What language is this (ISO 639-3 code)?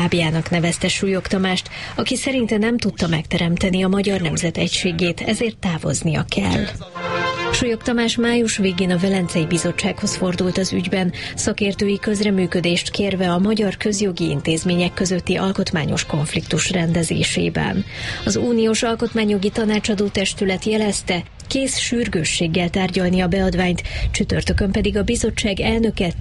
hun